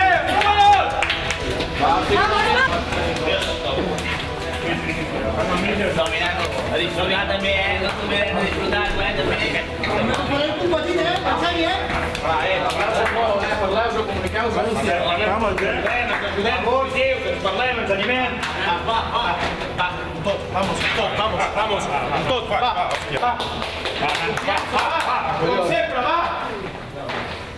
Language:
Catalan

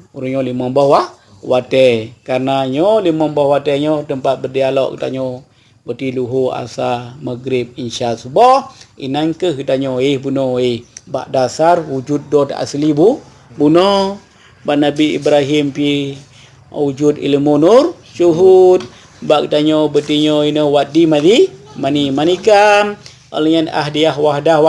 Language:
Achinese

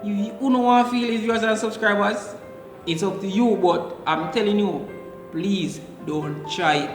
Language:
Jamaican Creole English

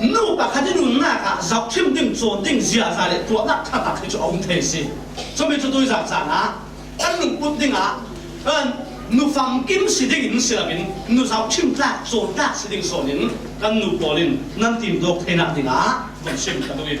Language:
Falam Chin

